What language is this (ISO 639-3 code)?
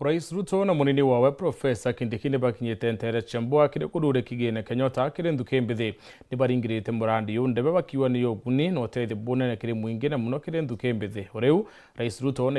mer